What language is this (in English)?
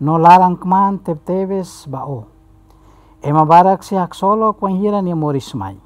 Tetum